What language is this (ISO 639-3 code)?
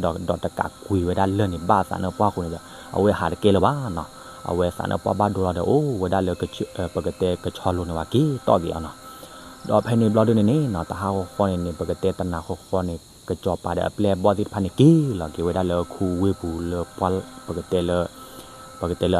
ksw